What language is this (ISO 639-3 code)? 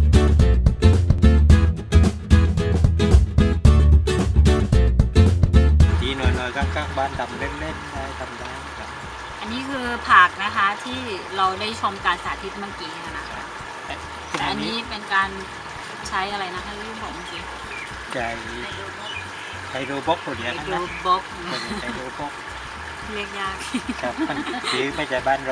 tha